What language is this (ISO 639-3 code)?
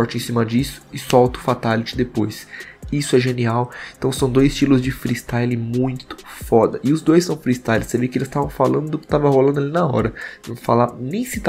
por